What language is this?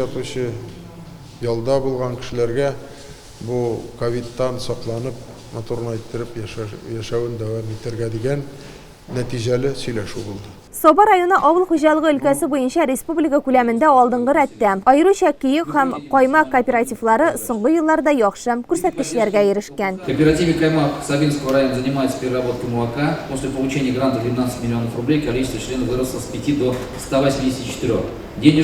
Tatar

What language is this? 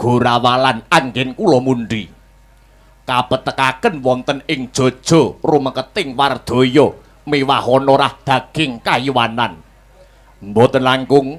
Javanese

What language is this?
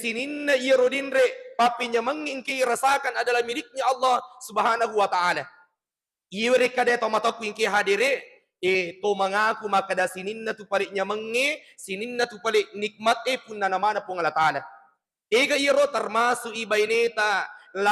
Buginese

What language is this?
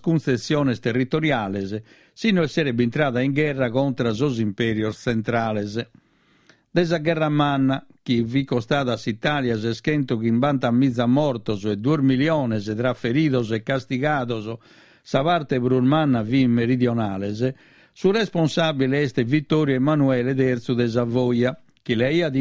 Sardinian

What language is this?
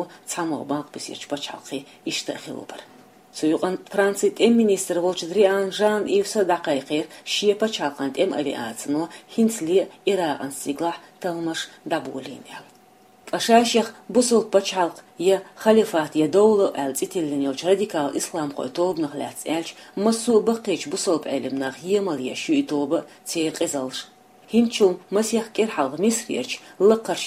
Chechen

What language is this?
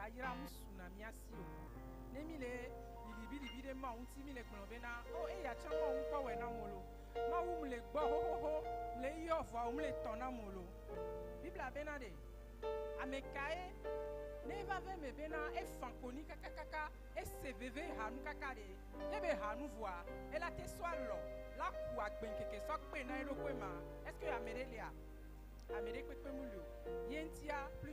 Ewe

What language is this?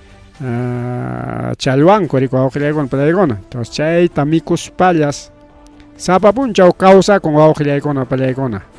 Ayacucho Quechua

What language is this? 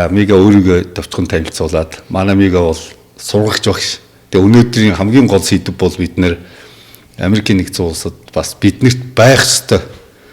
Mongolian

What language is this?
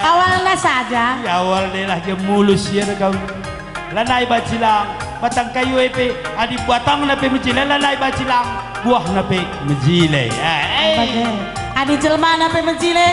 Batak Karo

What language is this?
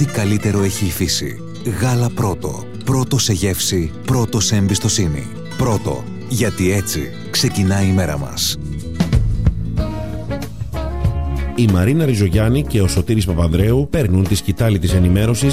Greek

